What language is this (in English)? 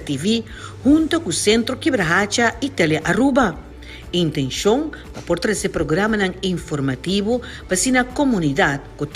Papiamento